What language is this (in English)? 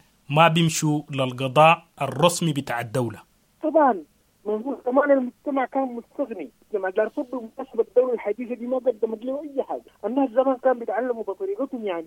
Sudanese Arabic